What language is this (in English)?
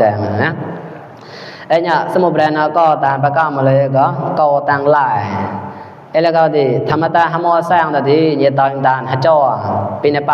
Mon